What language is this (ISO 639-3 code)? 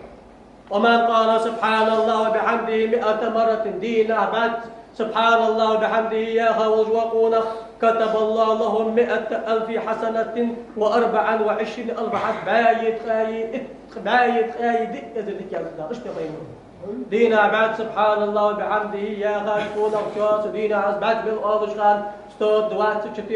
inh